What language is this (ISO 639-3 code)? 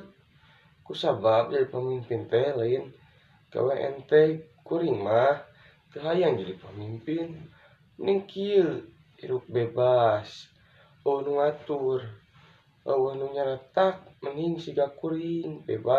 sun